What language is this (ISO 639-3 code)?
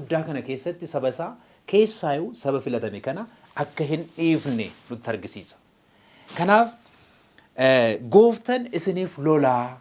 orm